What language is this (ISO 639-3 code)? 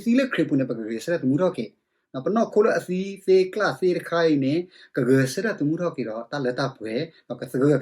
ksw